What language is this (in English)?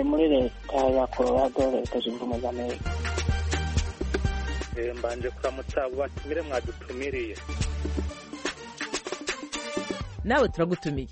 Kinyarwanda